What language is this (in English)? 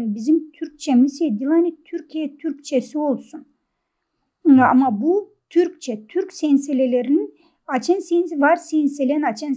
Gagauz